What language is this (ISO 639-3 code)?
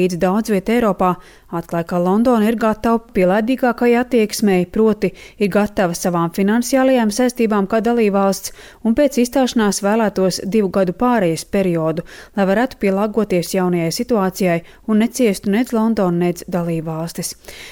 lav